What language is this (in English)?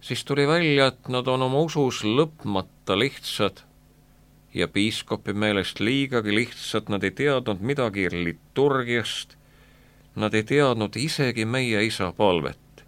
Estonian